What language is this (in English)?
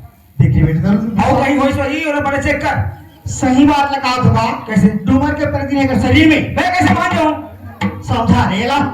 Chhattisgarhi